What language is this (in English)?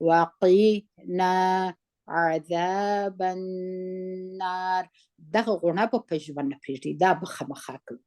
Pashto